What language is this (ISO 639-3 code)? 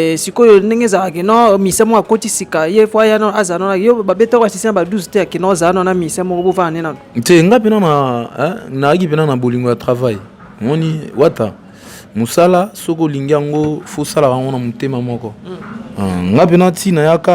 lin